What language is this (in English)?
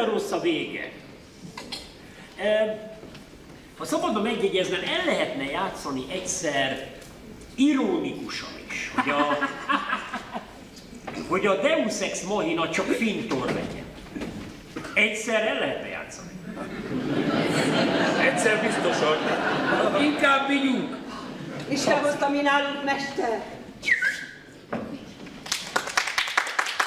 Hungarian